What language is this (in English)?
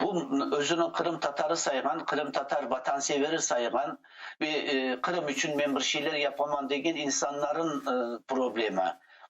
Crimean Tatar